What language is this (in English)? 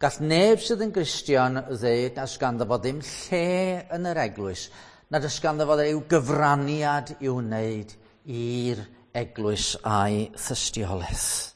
Welsh